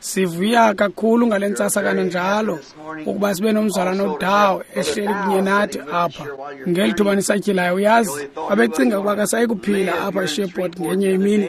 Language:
Xhosa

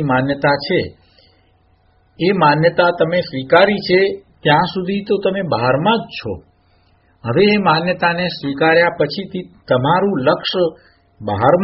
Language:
Gujarati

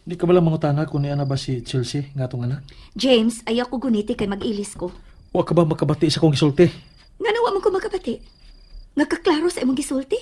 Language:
Cebuano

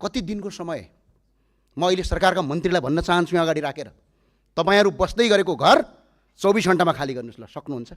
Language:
Nepali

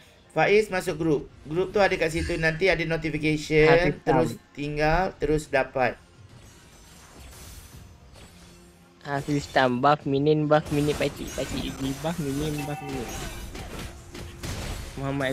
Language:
Malay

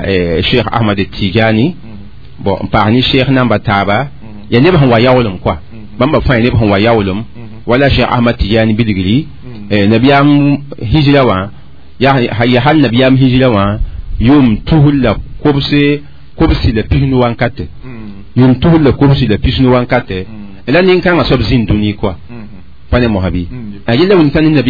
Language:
Mossi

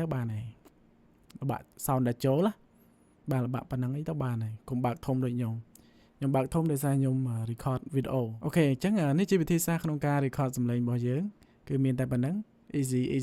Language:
Khmer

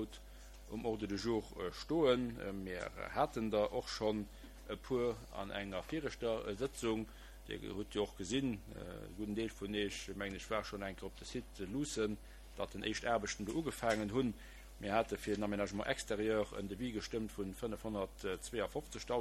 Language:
Luxembourgish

